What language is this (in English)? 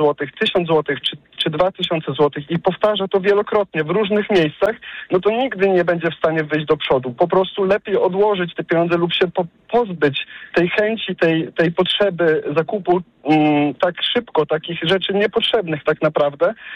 Polish